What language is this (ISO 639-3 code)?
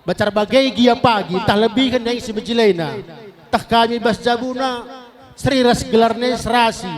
btx